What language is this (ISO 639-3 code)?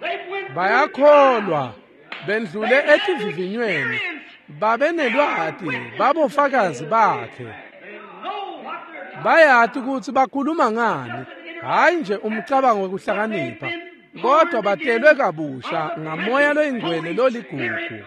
ssw